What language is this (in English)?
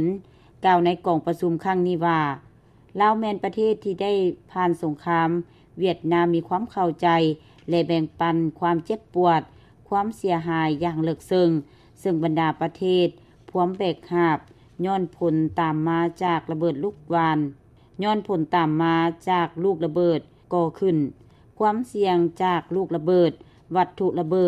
Lao